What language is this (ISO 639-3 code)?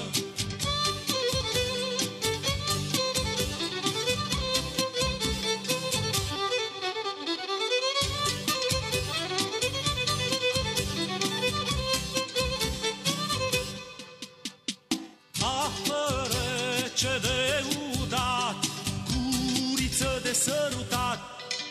ron